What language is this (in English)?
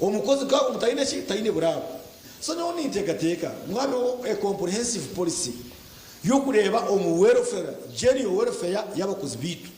Nyankole